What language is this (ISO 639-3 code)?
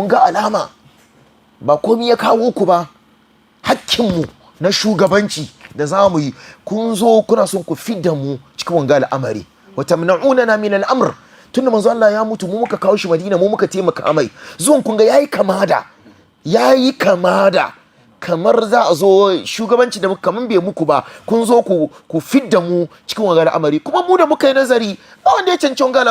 hau